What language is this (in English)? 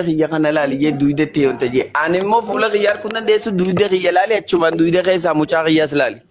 Oromo